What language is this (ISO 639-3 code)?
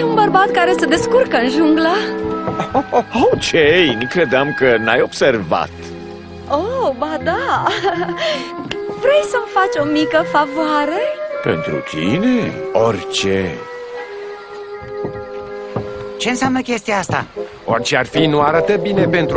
ron